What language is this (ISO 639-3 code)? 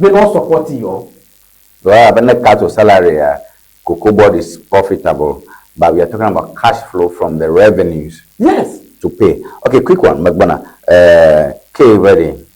ewe